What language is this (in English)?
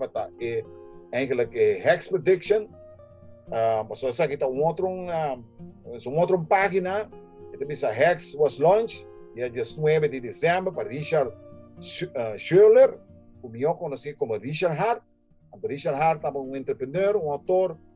Papiamento